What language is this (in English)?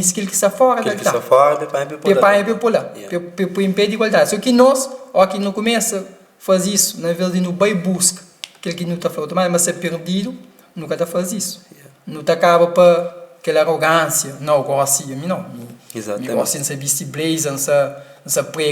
Kabuverdianu